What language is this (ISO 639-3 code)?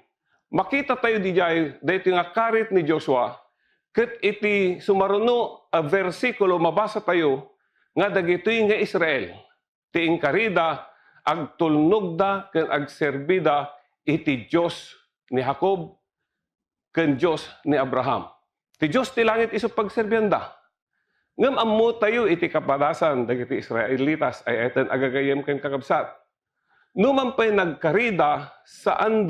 ilo